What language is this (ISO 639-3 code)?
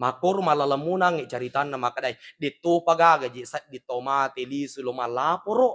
bug